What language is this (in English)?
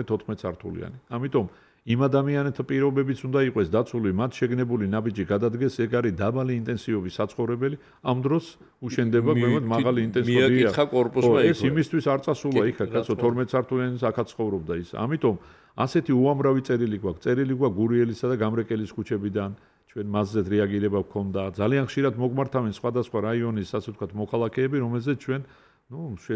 Georgian